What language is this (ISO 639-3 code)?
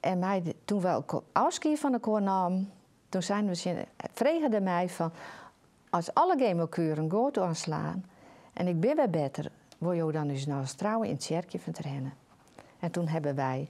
fry